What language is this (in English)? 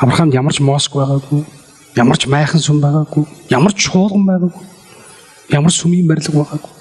Mongolian